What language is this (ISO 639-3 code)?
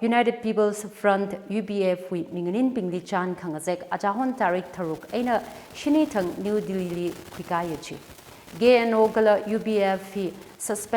nmf